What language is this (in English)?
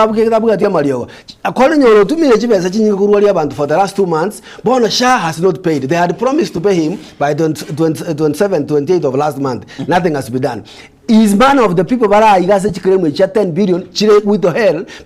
Gusii